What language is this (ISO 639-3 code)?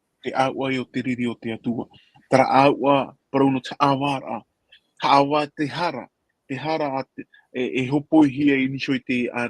tah